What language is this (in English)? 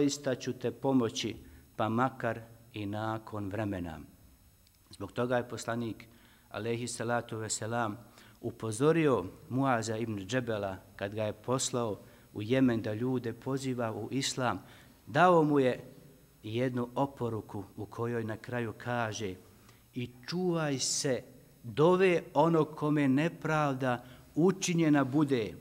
Bosnian